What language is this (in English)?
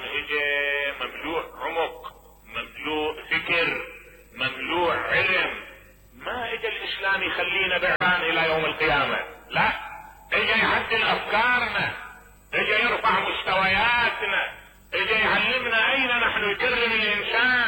Mesopotamian Arabic